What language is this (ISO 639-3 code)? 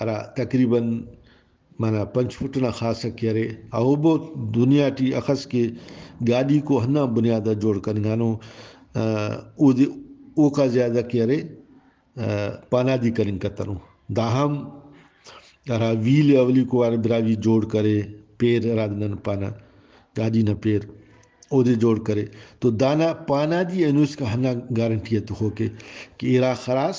brh